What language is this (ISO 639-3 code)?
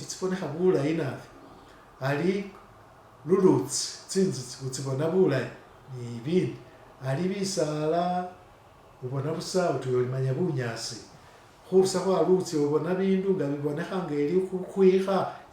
myx